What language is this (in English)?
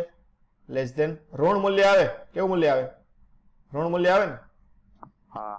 Gujarati